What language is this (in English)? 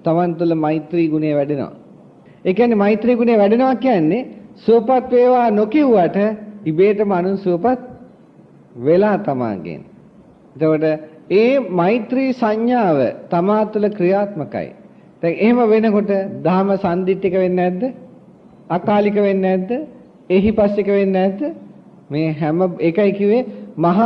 Sinhala